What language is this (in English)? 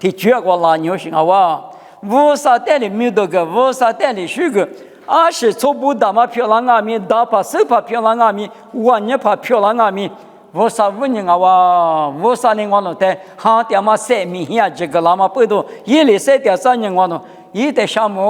Lisu